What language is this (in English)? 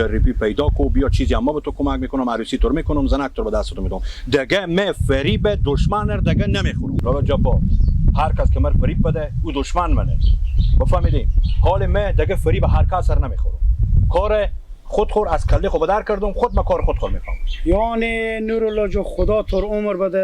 Persian